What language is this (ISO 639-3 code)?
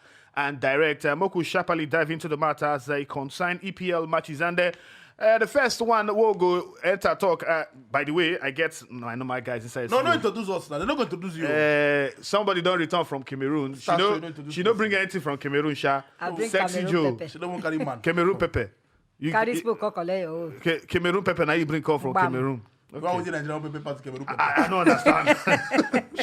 pcm